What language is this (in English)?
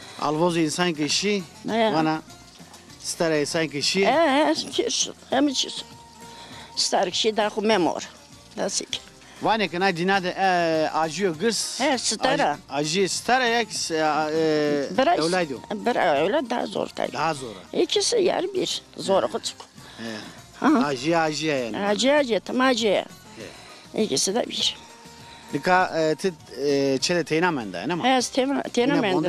Zaza